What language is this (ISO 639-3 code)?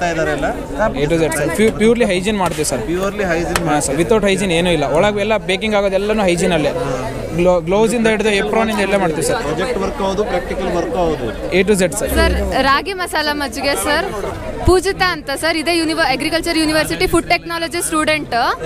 kan